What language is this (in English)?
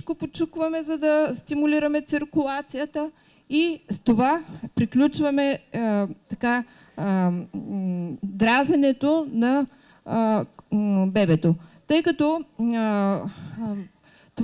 Bulgarian